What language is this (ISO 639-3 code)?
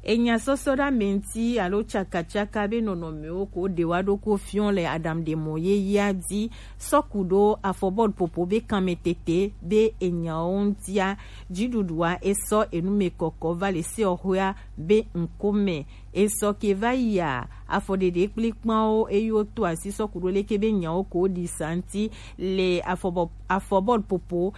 gej